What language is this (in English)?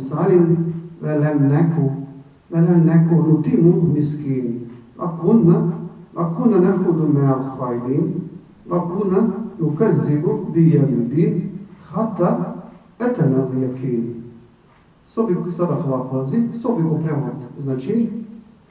Balkan Romani